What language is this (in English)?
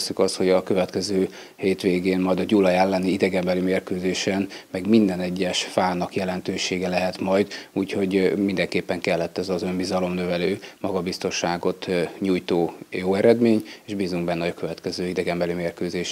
Hungarian